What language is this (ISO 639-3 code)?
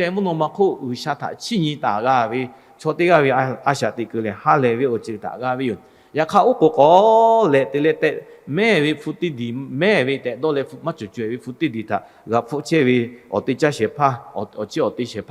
lhu